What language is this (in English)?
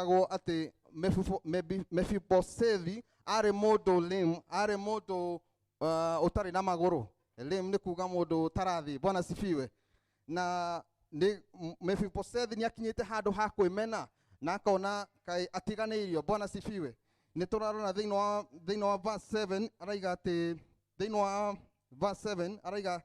Kikuyu